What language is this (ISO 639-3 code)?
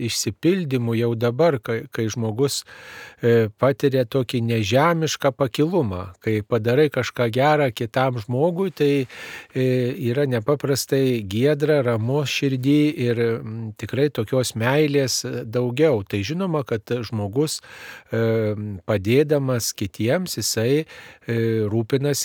lit